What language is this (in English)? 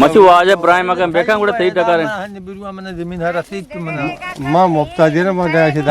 Eastern Balochi